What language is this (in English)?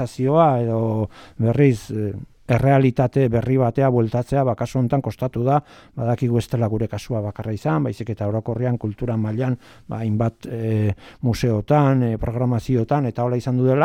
Basque